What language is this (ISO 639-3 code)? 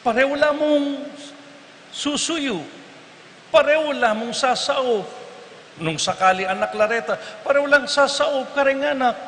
pam